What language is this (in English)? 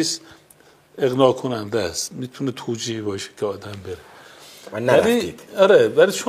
Persian